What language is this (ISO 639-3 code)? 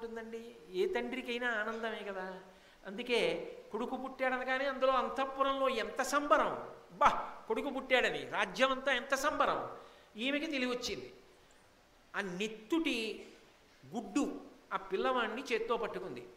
tel